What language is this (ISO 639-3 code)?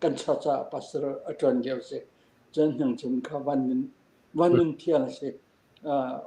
cfm